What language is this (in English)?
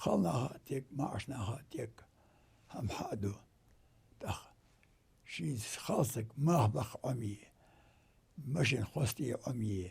Ingush